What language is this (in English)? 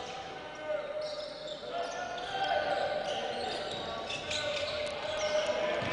Romanian